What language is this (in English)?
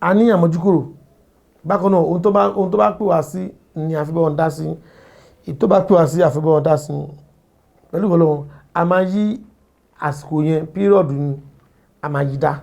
Yoruba